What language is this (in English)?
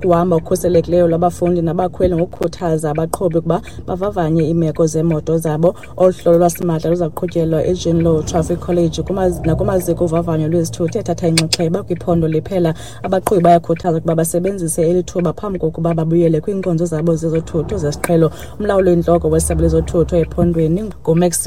Xhosa